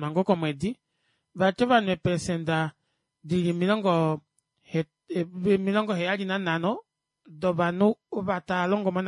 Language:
Kuanyama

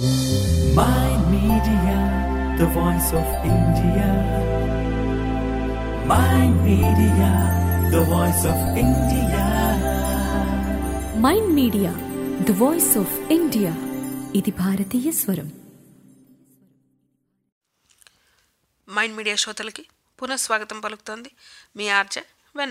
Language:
Telugu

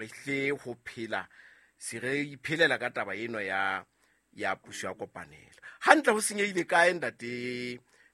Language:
Southern Sotho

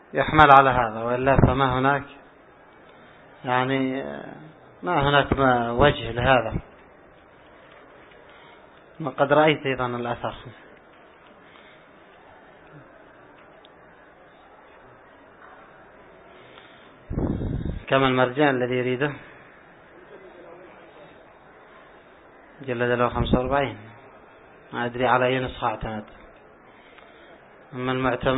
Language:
Arabic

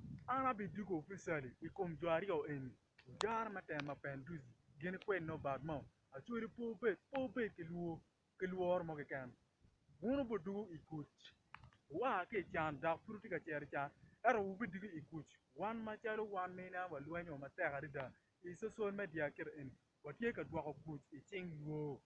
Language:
Acoli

